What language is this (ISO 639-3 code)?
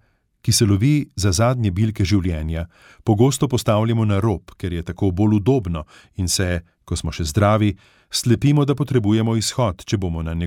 slv